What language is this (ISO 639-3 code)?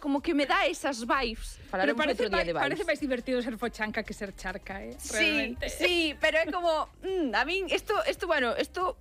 glg